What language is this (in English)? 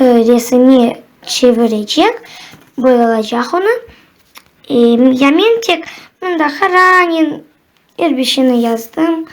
Crimean Tatar